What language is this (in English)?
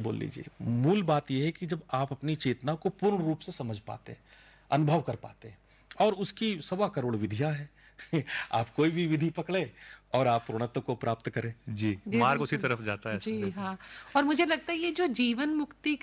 Hindi